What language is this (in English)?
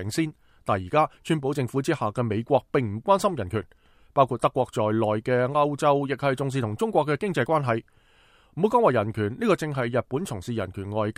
Cantonese